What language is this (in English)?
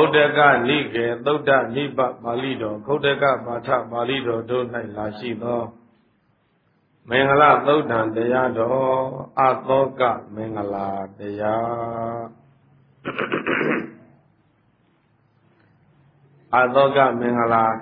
Burmese